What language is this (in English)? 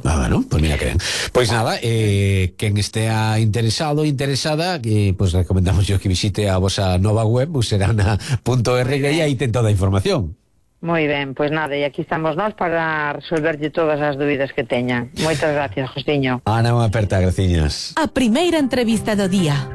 Galician